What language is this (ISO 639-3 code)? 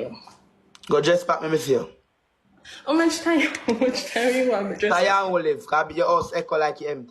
jam